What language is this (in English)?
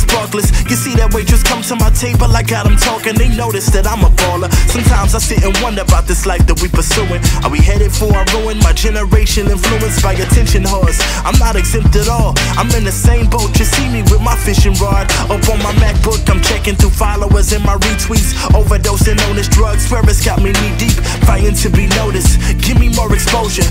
English